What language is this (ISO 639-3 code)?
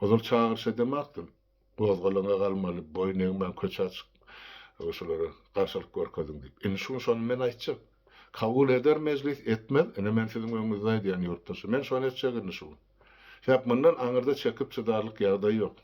tuk